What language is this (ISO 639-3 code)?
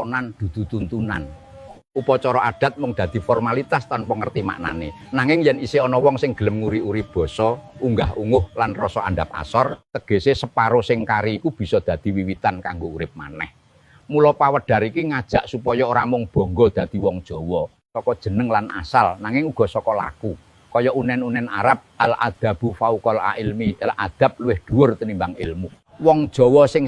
jav